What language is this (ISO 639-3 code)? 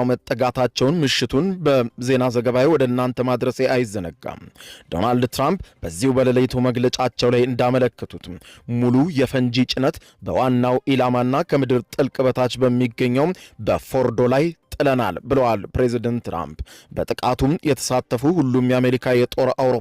amh